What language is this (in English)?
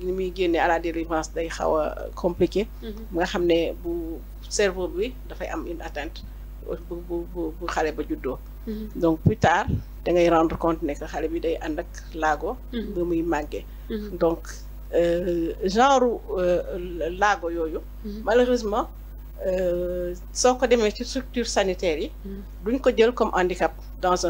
Wolof